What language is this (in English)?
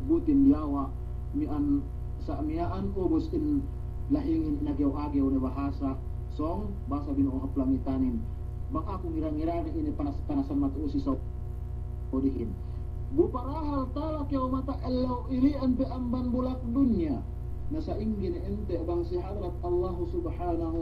Yakan